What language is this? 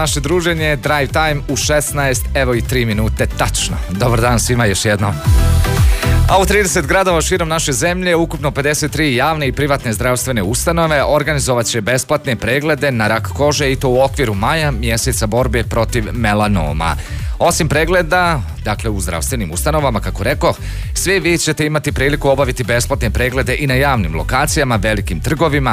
Bosnian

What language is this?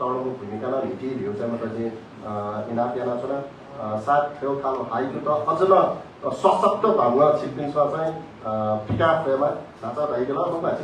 Newari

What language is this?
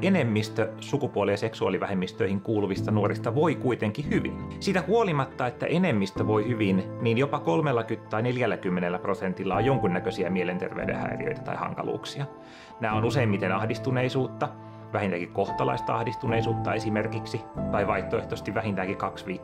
Finnish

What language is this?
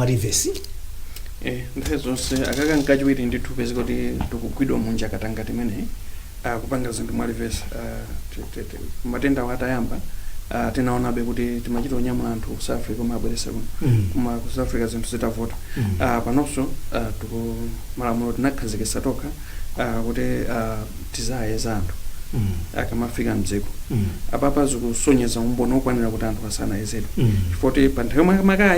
Nyanja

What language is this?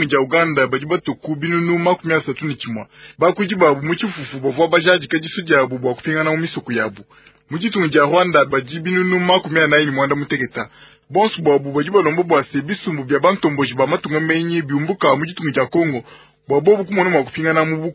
Luba-Lulua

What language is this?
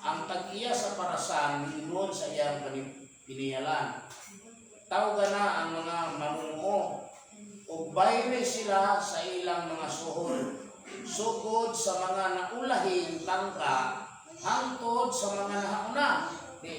Cebuano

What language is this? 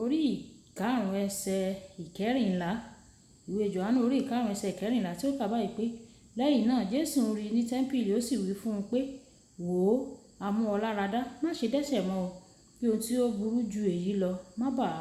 Yoruba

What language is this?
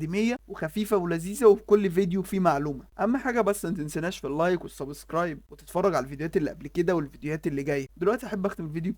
Egyptian Arabic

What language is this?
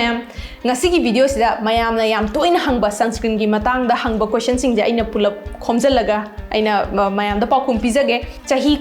Manipuri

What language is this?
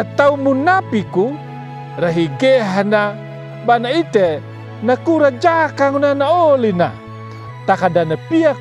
Anakalangu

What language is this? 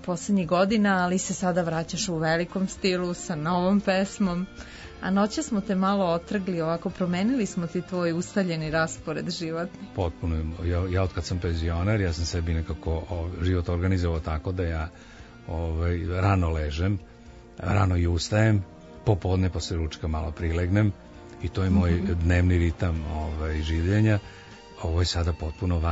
Serbian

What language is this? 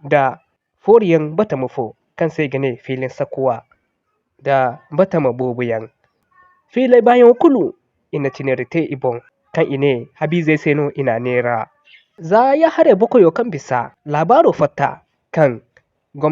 Zarma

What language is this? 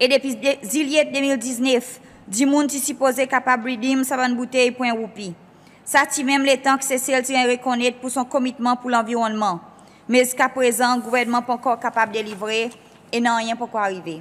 Seselwa Creole French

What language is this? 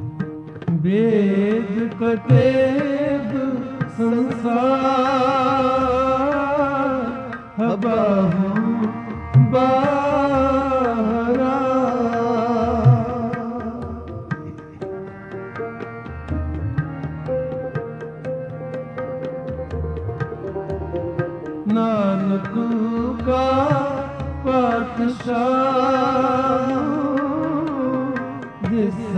Punjabi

